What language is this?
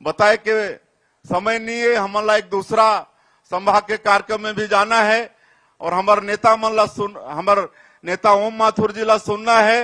Chhattisgarhi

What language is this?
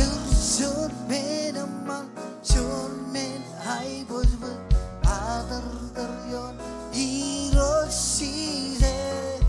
Marshallese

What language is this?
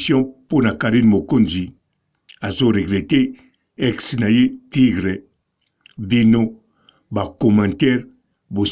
Lingala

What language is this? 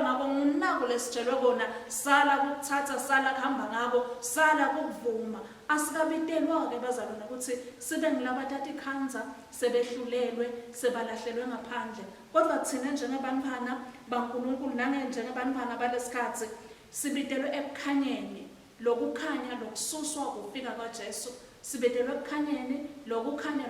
Swati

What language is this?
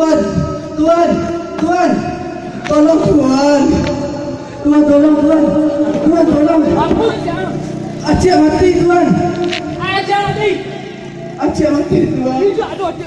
Minangkabau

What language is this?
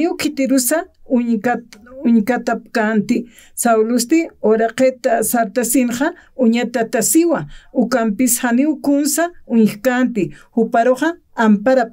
Aymara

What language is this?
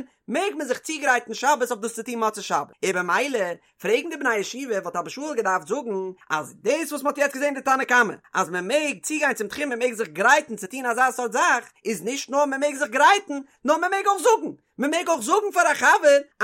Yiddish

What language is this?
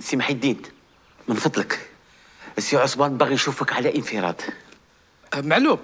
Algerian Arabic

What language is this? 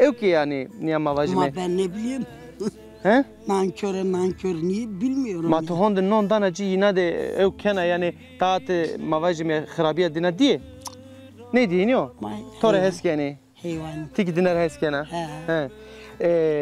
Zaza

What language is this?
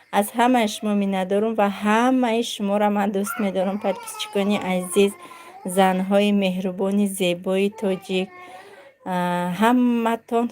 Tajik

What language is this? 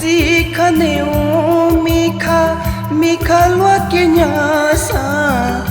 Newari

